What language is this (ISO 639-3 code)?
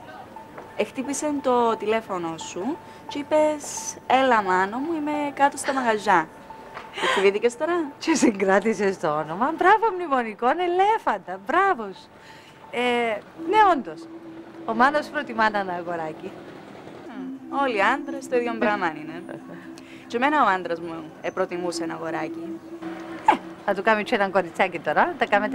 ell